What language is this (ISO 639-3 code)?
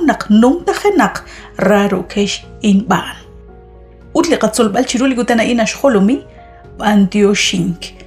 kek